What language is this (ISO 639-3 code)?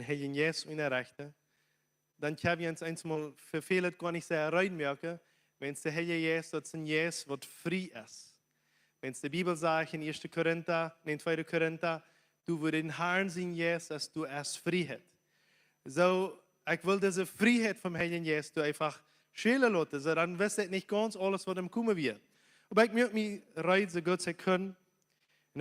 pdt